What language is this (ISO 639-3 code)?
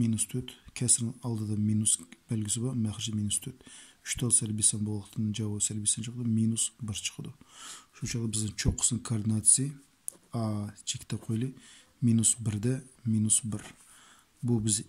uig